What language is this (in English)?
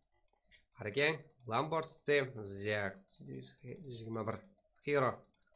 Kara-Kalpak